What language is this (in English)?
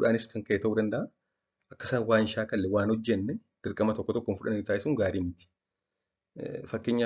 Oromo